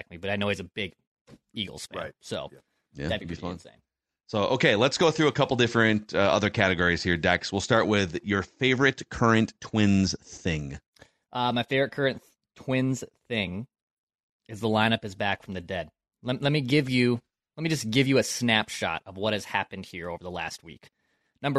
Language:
English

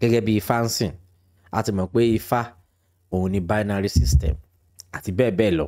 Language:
Yoruba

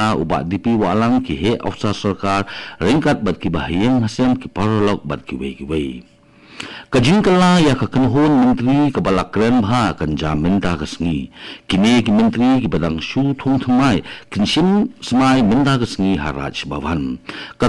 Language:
Khasi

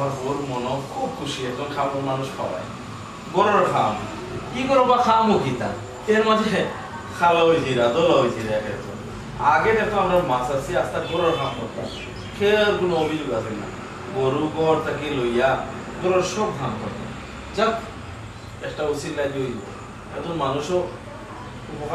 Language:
Sylheti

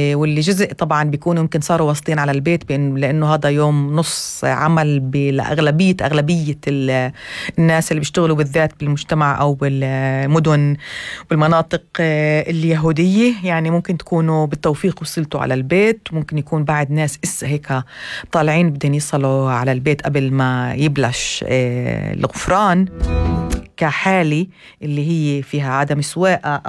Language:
North Levantine Arabic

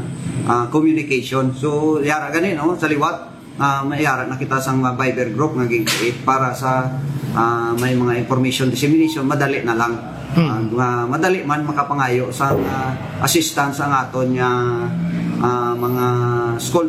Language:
Hiligaynon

